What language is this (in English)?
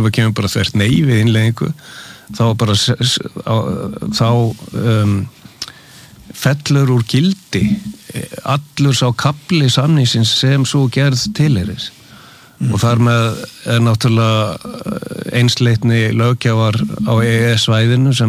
Icelandic